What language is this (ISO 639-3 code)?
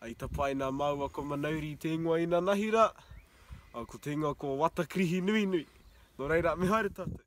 mri